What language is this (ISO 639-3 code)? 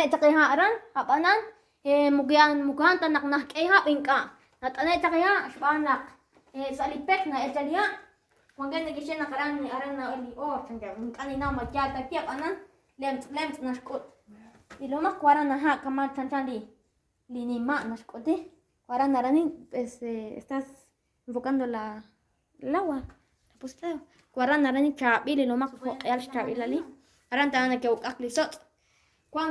kek